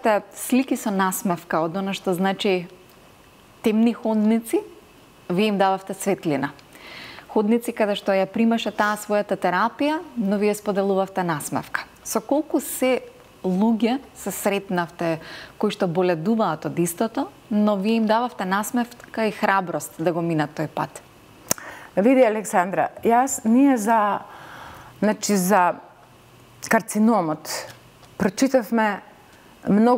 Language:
Macedonian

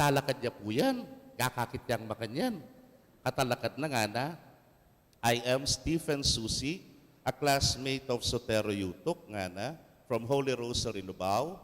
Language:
Pampanga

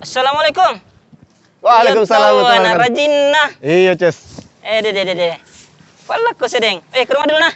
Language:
Makassar Malay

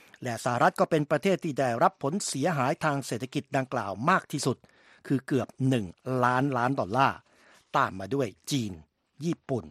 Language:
Thai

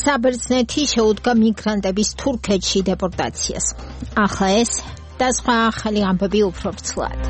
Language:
Georgian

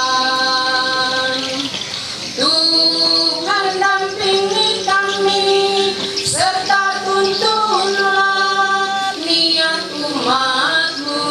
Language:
Ma'anyan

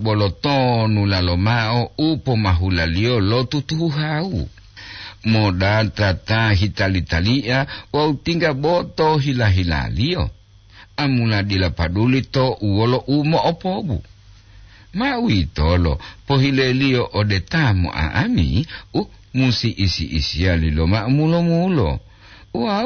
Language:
Gorontalo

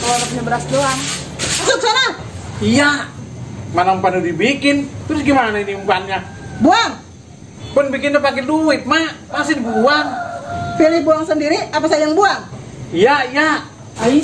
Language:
Betawi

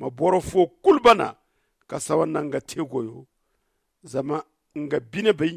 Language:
Zarma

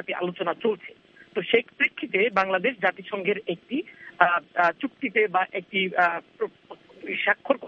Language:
Bangla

